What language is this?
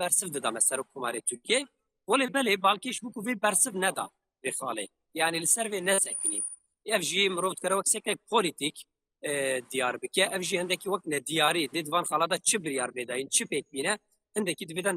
Kurdish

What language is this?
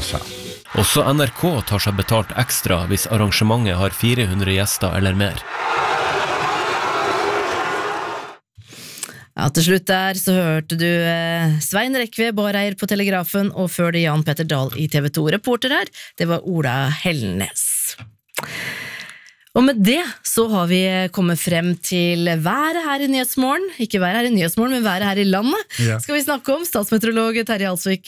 Norwegian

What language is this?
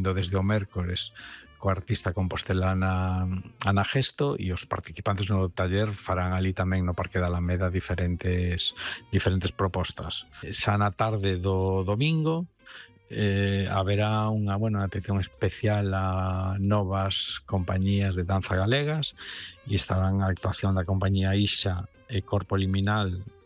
Galician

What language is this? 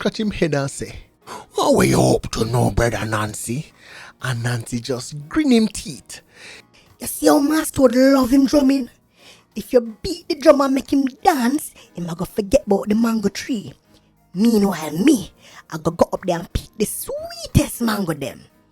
Jamaican Creole English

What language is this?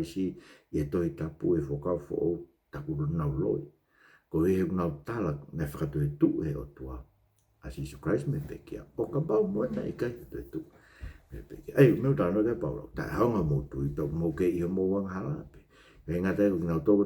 Tongan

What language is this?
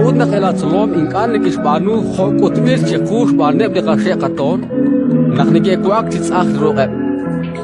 Kekchí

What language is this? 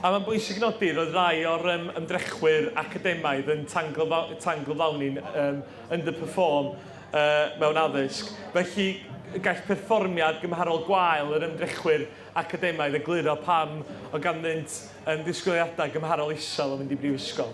Welsh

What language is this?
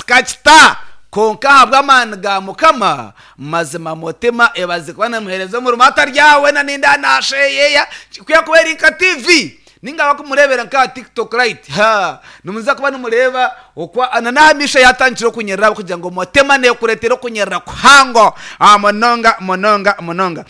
Nyankole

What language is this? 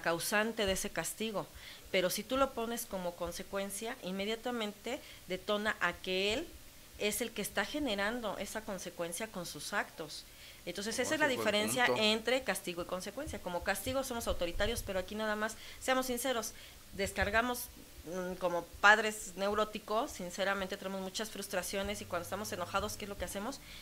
Spanish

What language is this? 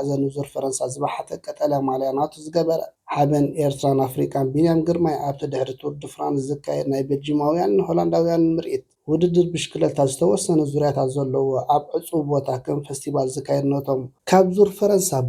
Tigrinya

